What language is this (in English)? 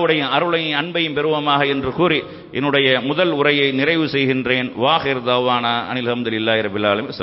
Tamil